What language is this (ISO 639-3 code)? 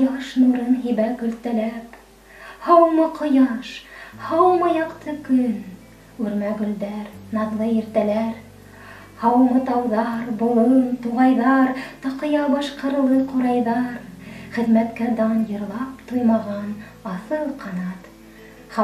bak